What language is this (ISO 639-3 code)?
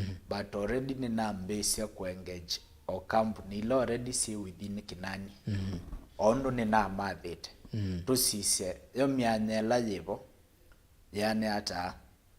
kam